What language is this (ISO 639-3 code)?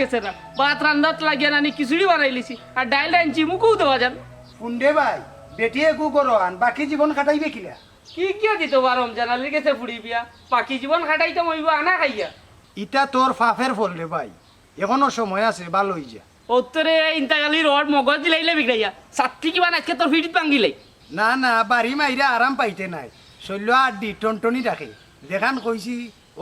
syl